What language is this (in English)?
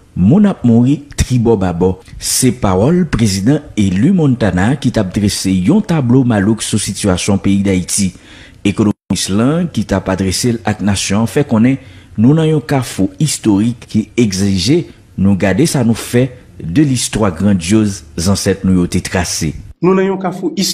Haitian Creole